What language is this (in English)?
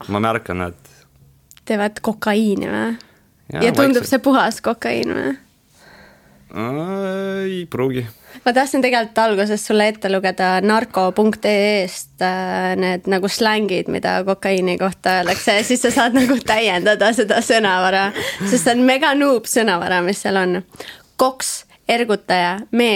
Estonian